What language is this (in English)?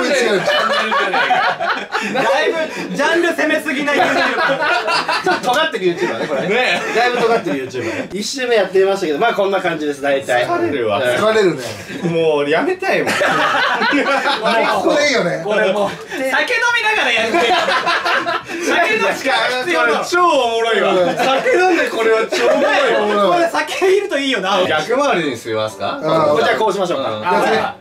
Japanese